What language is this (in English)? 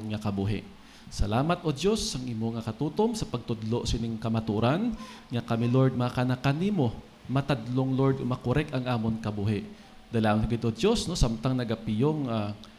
Hiligaynon